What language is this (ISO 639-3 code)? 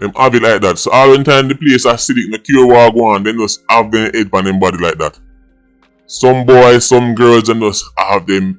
jam